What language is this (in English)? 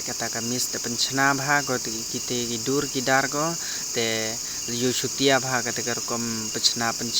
Pnar